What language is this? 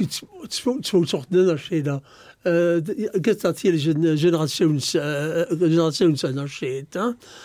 Luxembourgish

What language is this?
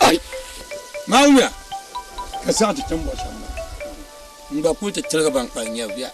Dagbani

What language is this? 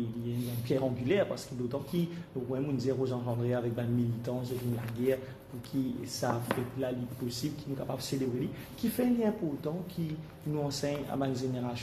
Morisyen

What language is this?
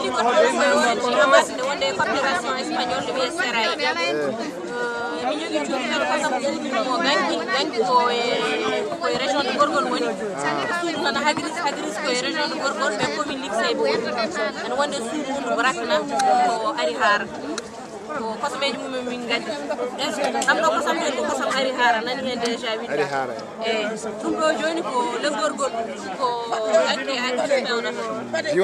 Fula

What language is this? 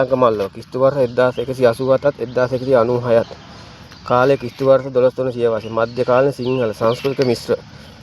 Sinhala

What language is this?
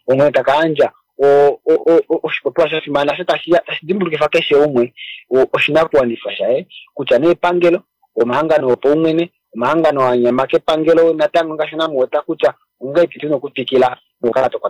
Kuanyama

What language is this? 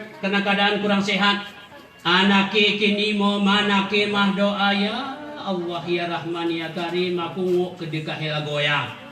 Gayo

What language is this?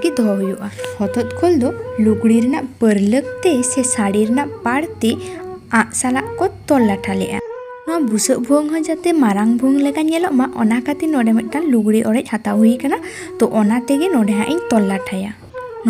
Santali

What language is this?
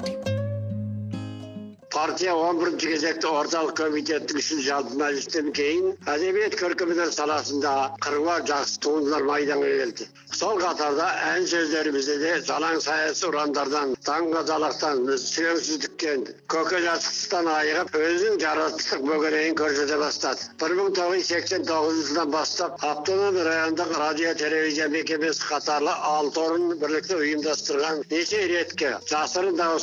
Kazakh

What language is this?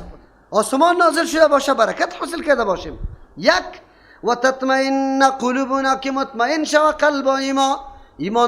Persian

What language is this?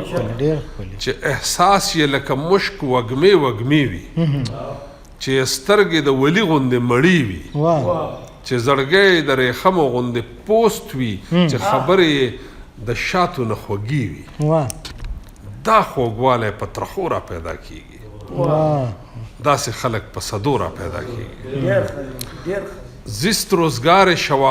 Pashto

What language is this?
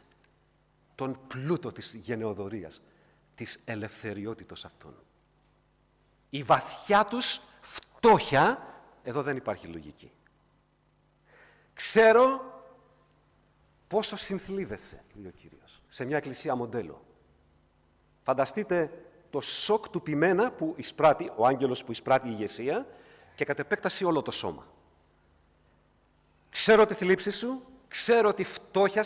Greek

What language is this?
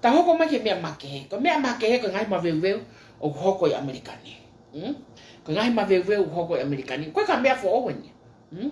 Tongan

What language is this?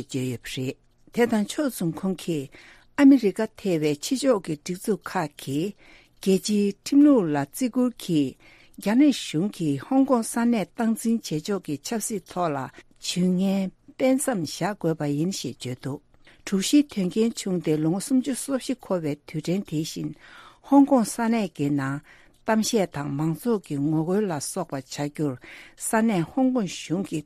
Tibetan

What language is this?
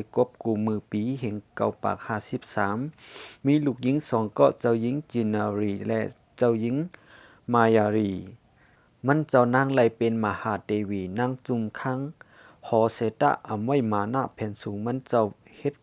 Shan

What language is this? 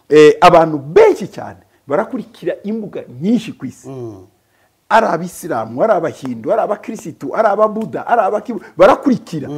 Kinyarwanda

